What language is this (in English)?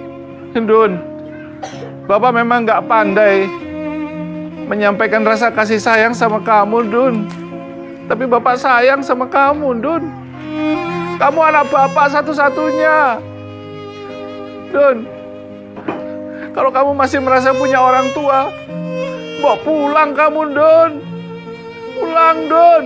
Indonesian